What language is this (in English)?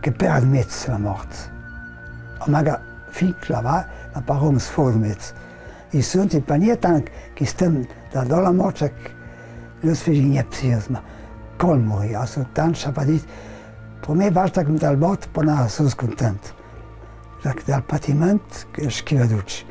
Ladin